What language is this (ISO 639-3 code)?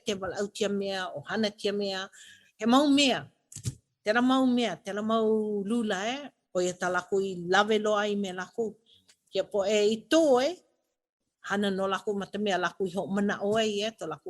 haw